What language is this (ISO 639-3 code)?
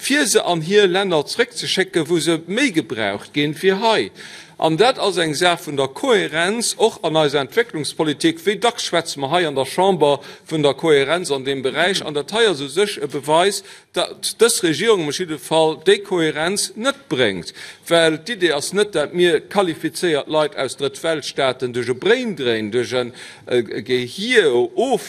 ltz